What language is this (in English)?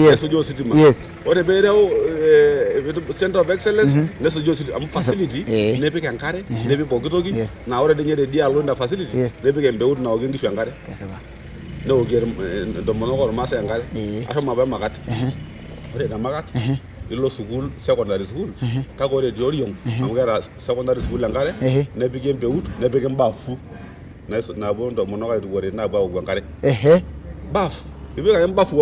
Masai